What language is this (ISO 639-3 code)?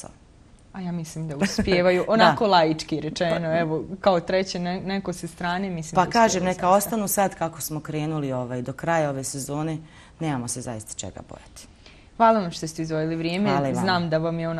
bos